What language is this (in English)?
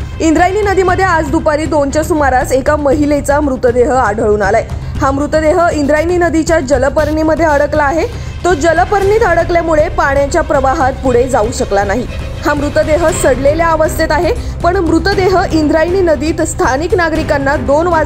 Marathi